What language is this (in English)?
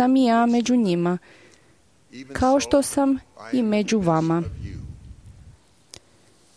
Croatian